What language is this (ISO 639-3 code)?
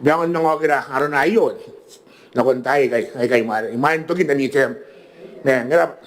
gil